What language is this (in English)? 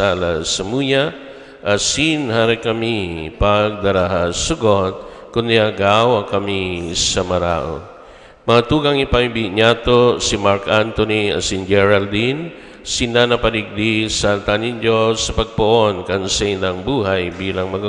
Bikol